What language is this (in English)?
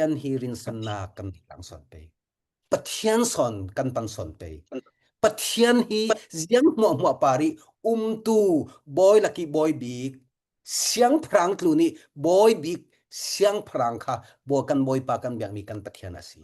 Falam Chin